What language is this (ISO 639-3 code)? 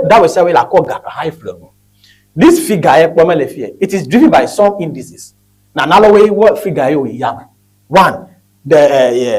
ewe